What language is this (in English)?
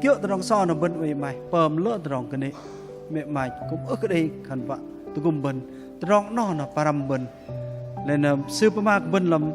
Bahnar